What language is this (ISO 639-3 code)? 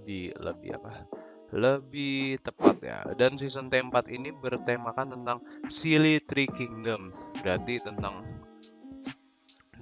ind